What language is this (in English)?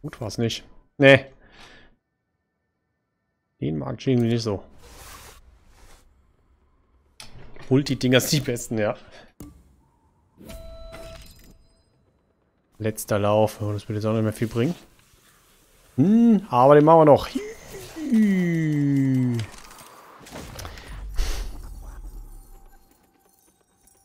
German